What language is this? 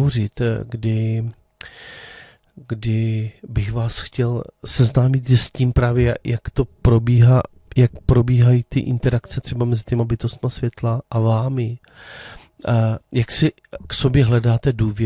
Czech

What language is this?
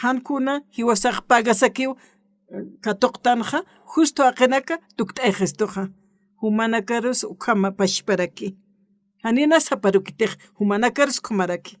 Aymara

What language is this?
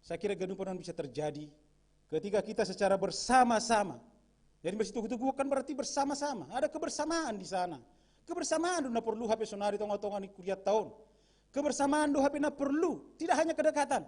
Batak Simalungun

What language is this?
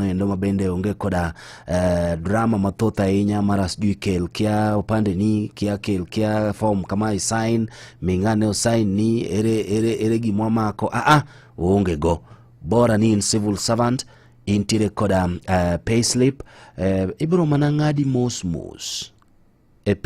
Luo (Kenya and Tanzania)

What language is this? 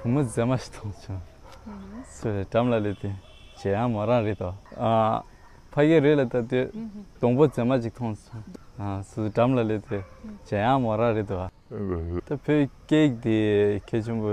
Tibetan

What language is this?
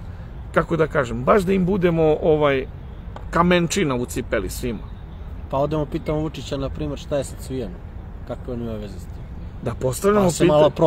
Serbian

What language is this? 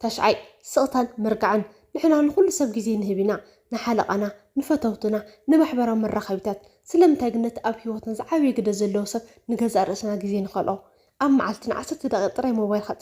Tigrinya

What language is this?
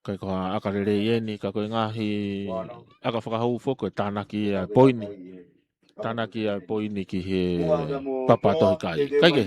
Tongan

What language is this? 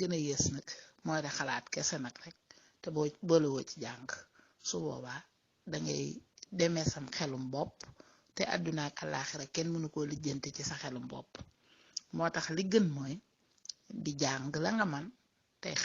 Wolof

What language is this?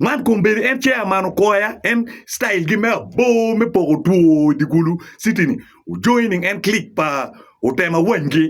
Acoli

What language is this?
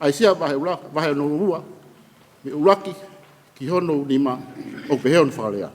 Tongan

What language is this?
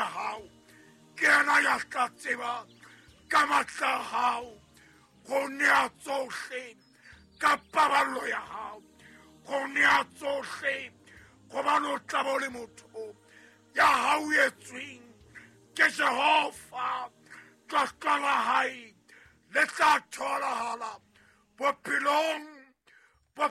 Southern Sotho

